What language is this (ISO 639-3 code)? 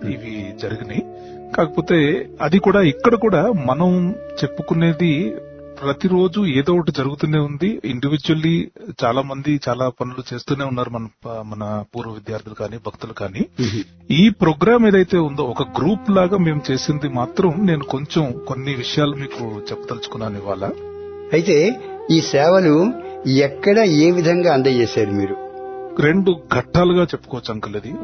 tel